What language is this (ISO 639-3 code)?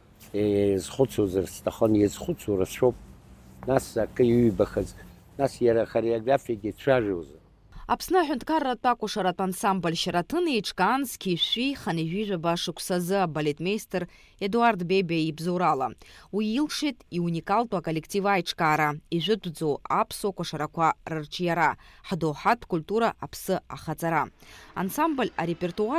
abk